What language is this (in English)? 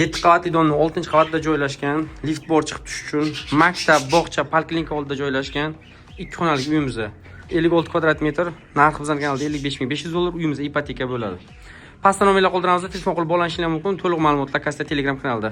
Uzbek